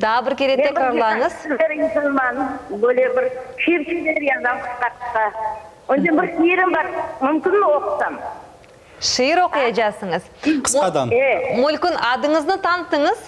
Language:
Crimean Tatar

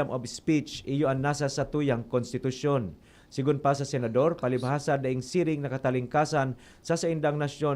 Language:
Bikol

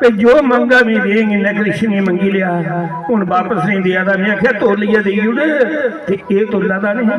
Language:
Dogri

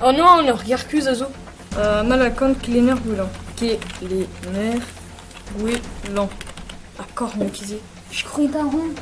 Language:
Breton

